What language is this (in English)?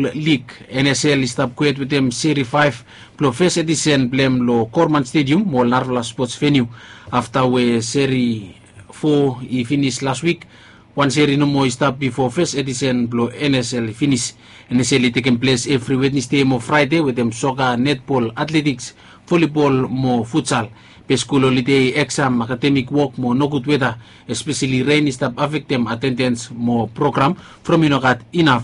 Bislama